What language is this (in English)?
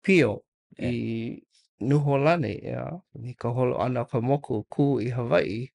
Hawaiian